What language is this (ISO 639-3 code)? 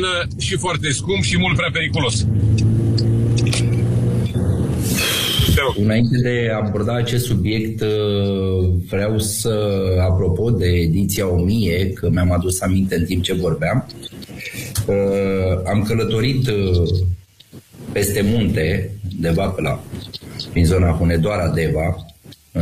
ron